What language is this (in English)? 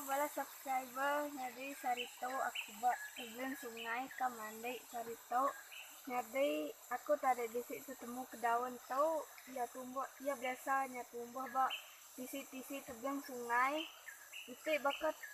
Iban